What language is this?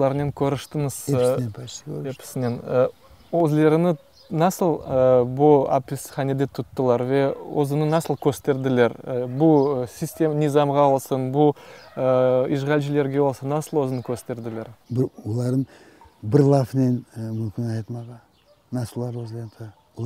Crimean Tatar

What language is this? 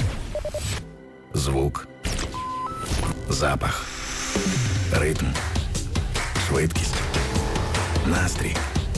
Ukrainian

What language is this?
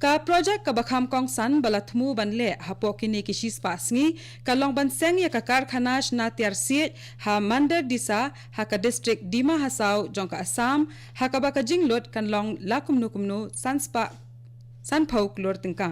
Khasi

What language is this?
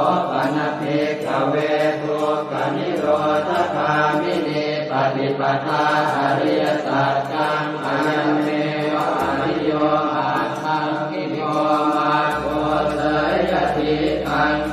Pali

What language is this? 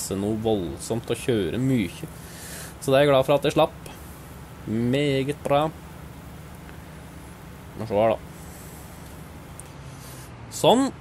Norwegian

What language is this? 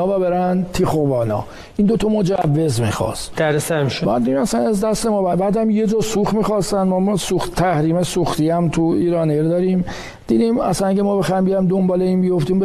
Persian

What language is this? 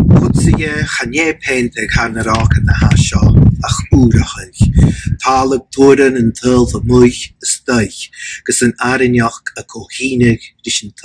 Scottish Gaelic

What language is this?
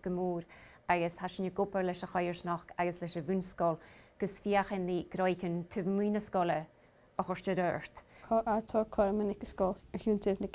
Scottish Gaelic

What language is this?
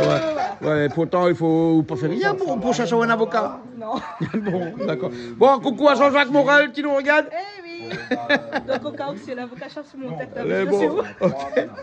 Réunion Creole French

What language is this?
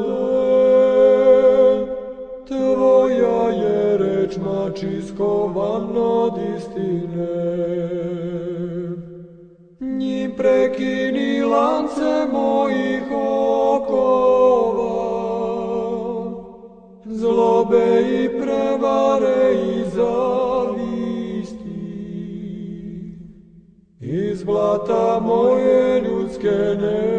Serbian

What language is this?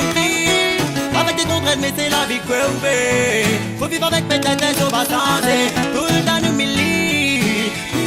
Réunion Creole French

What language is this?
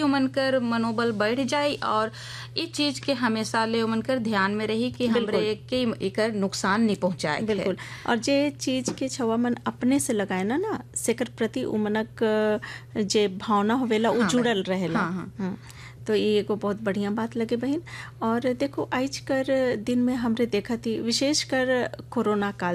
Sadri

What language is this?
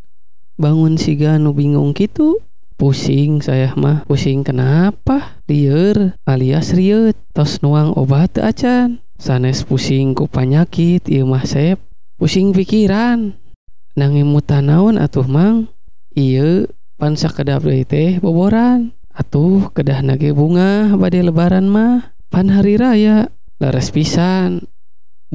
Sundanese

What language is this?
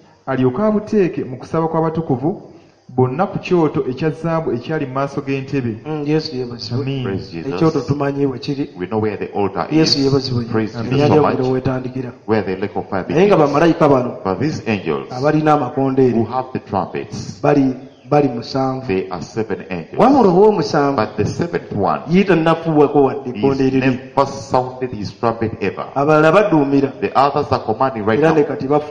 Ganda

